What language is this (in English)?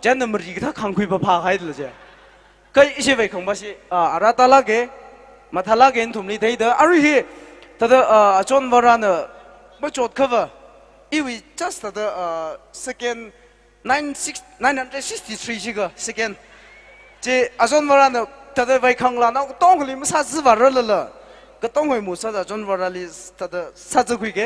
Tangkhul Naga (India)